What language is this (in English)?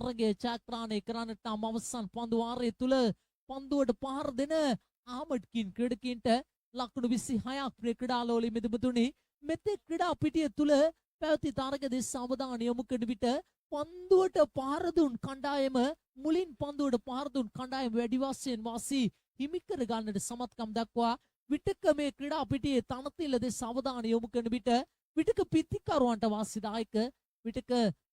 Sinhala